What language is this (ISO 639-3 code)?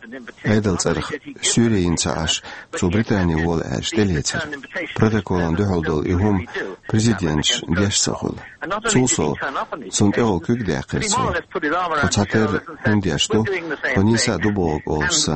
che